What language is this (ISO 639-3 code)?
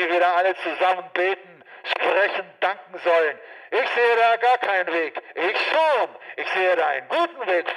deu